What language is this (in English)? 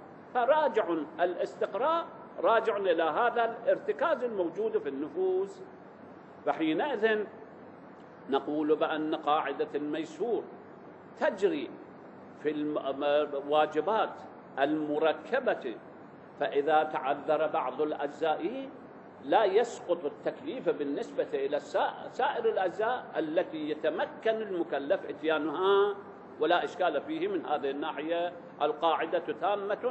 Arabic